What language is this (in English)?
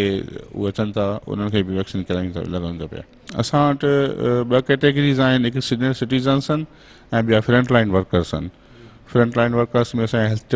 Sindhi